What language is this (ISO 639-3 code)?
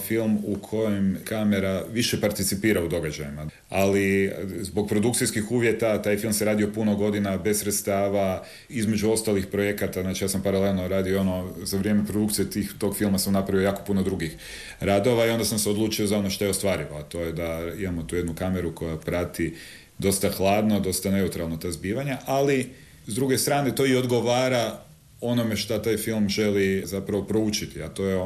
hrv